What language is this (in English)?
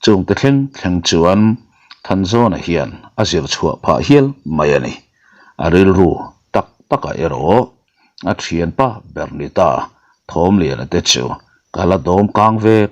Mizo